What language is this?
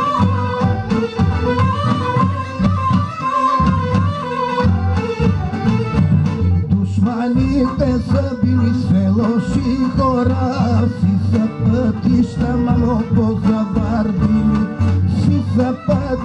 Bulgarian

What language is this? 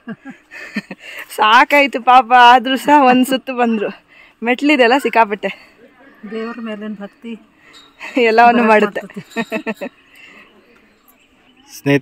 Kannada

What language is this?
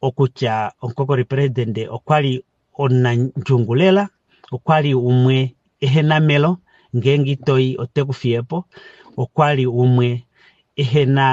Kuanyama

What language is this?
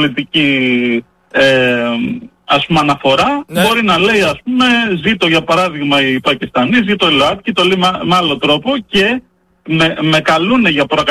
Greek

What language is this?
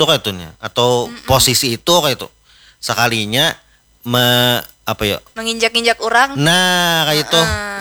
Banjar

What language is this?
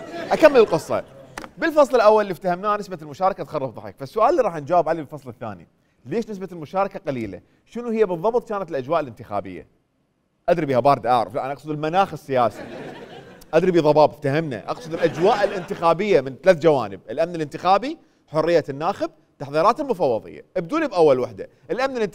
Mesopotamian Arabic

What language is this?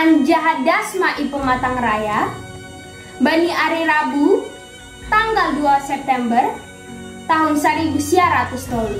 Batak Simalungun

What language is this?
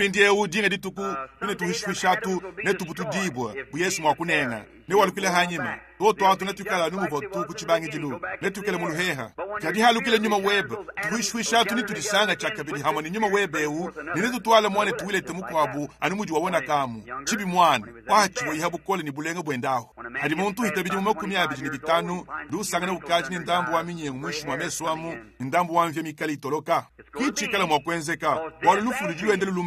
Luba-Lulua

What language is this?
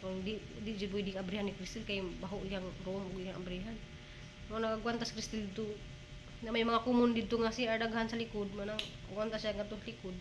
Cebuano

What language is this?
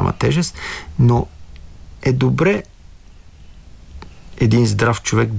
Bulgarian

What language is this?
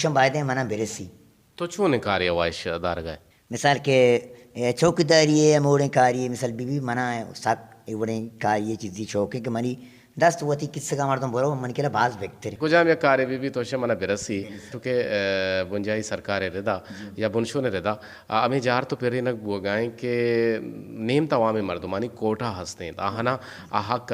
Eastern Balochi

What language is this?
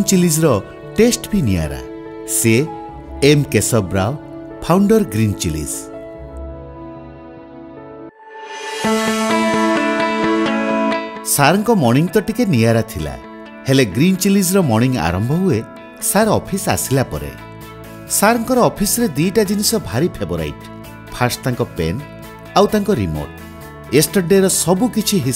Odia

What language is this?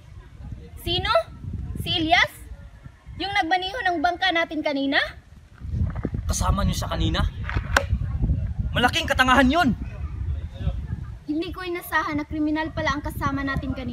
Filipino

